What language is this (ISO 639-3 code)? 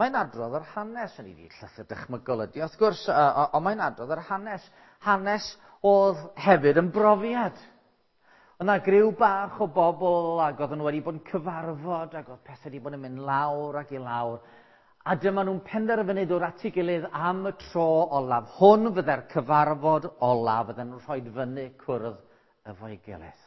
cym